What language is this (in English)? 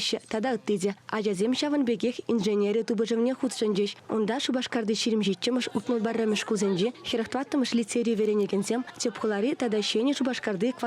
Chuvash